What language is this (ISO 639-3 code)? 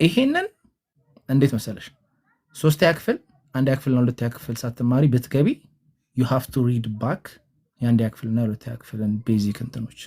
amh